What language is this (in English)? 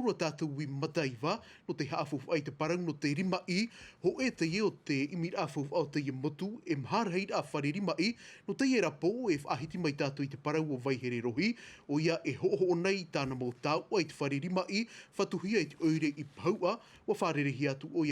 Tahitian